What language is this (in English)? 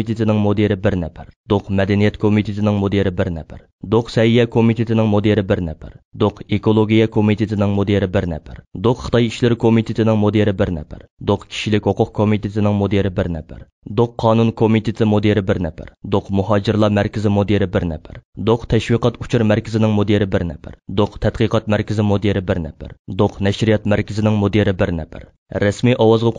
Uyghur